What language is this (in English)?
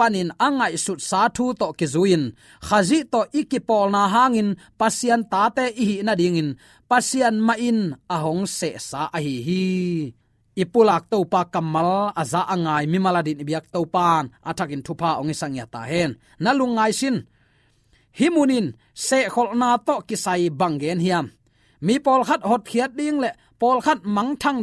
Tedim Chin